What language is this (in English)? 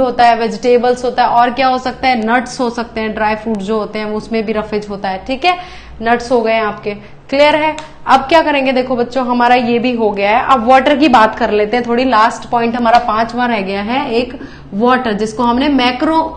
Hindi